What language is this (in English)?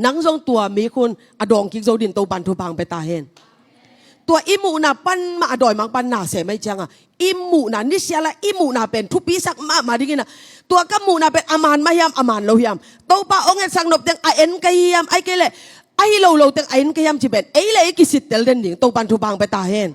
Tedim Chin